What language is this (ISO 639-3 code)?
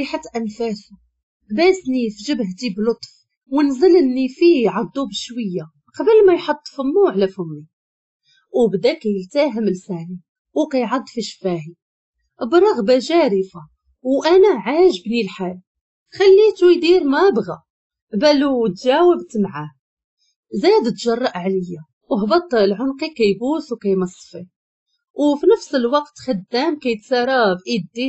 ary